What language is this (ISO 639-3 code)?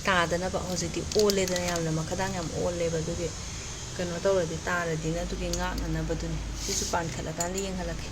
mni